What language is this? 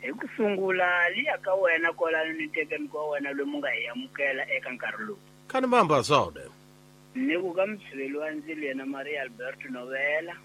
Tsonga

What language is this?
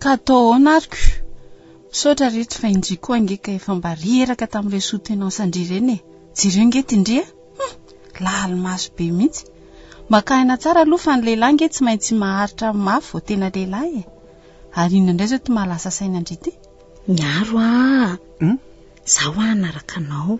Malagasy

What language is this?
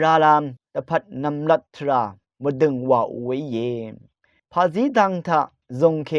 Rawang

